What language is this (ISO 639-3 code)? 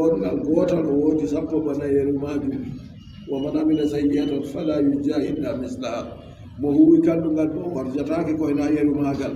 fub